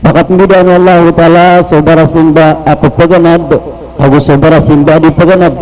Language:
Maranao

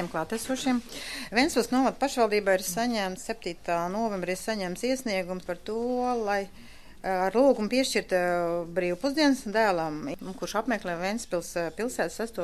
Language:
Latvian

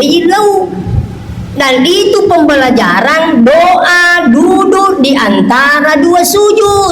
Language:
Buginese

